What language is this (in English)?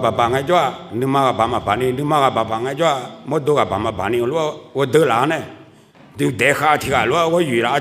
Akha